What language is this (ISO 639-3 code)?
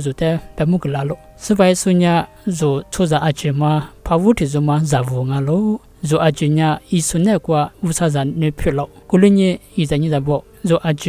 lis